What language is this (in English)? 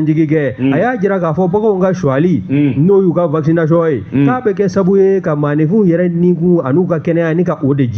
Bambara